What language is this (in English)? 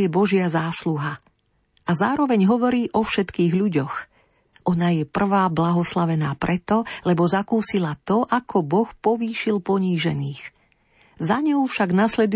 Slovak